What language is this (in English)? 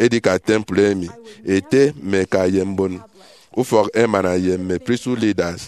Efik